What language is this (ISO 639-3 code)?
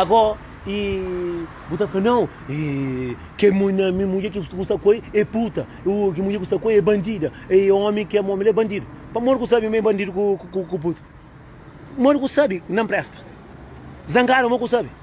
kea